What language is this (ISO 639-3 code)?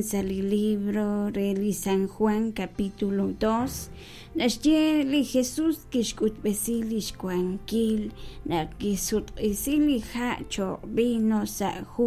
kek